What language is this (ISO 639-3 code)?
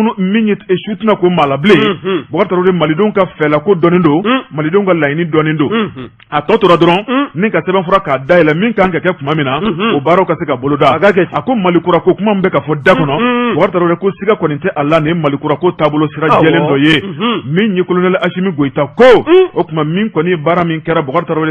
bam